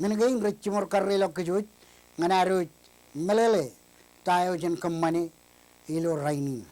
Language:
Marshallese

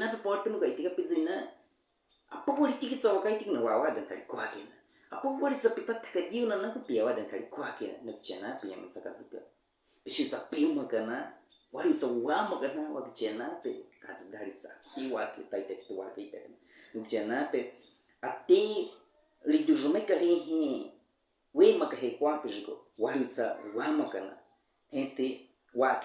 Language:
Baniwa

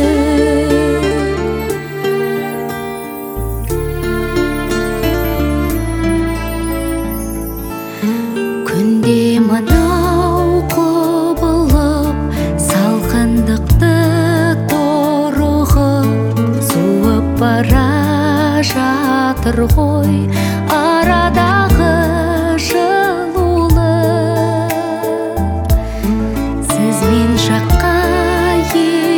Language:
Kazakh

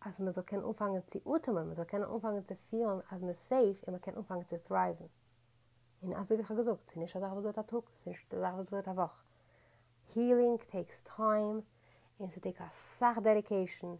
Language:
Yiddish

